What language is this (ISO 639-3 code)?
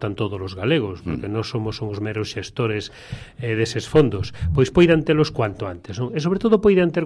glg